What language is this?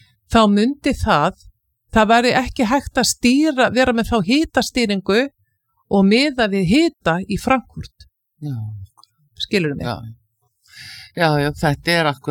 Icelandic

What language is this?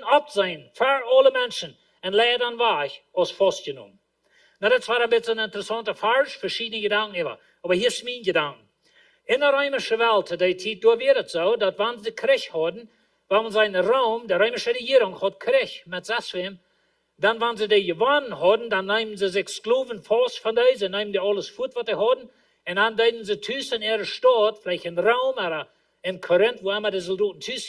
Plautdietsch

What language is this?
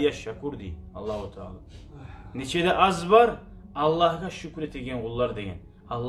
Kumyk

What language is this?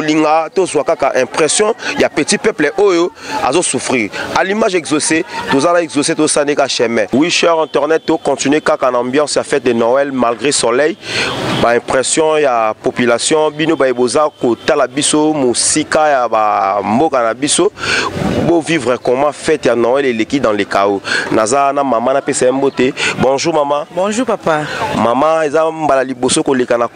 Lingala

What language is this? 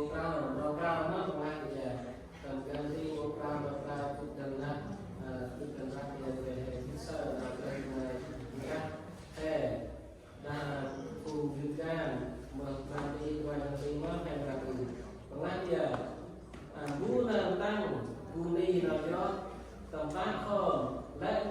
Central Mnong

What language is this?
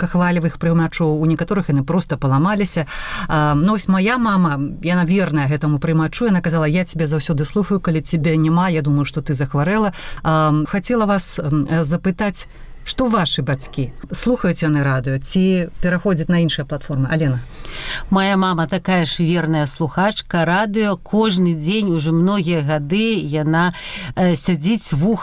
Belarusian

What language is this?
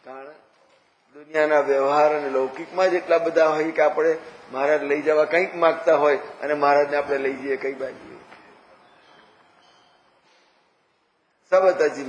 Gujarati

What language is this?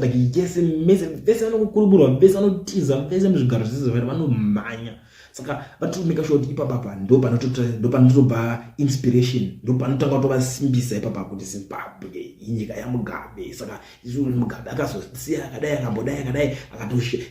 Shona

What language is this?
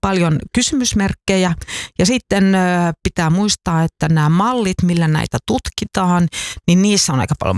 Finnish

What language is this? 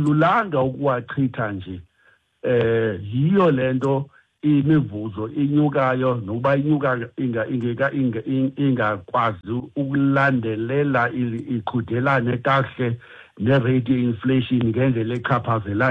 Xhosa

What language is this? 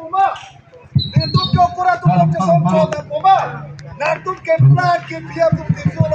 Karbi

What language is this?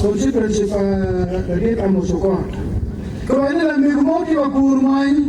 Acoli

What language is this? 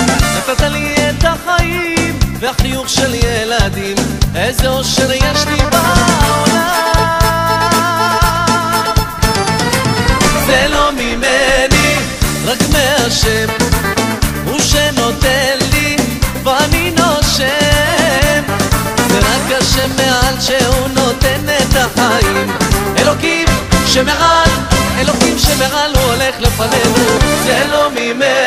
Hebrew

